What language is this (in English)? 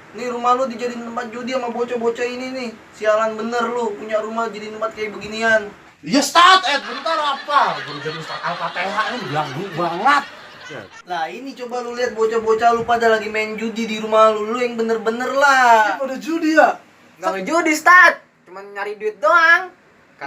Betawi